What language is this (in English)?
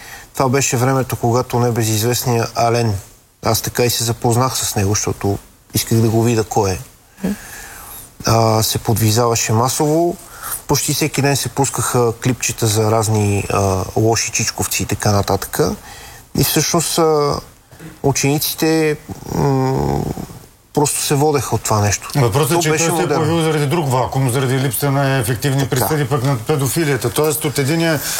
Bulgarian